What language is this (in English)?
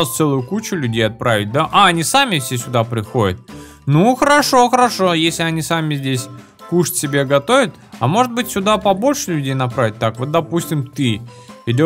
Russian